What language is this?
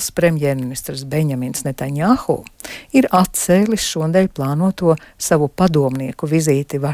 Latvian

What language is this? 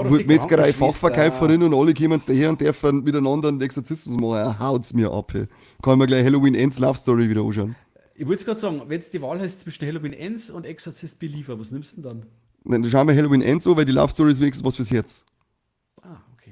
Bavarian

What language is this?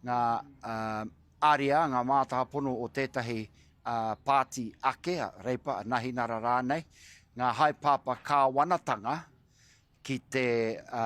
Māori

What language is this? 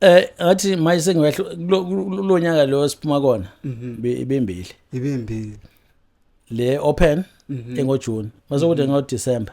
Zulu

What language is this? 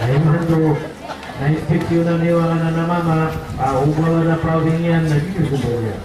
Maranao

